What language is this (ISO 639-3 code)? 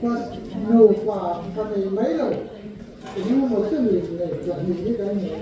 lus